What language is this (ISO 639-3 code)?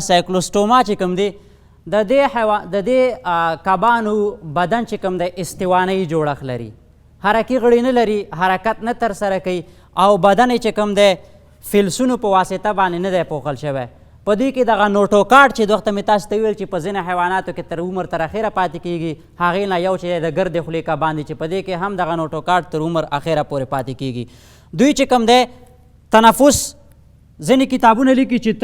pus